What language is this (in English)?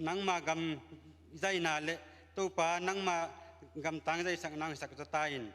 Hakha Chin